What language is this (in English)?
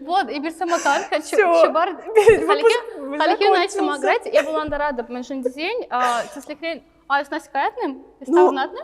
Chuvash